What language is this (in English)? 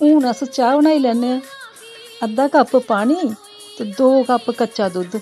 Dogri